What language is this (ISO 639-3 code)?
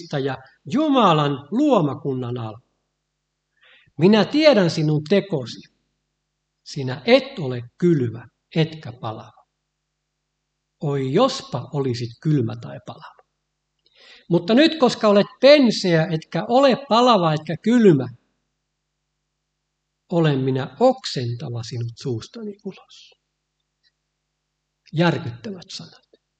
fin